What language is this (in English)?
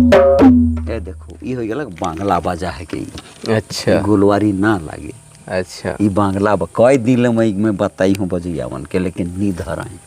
Sadri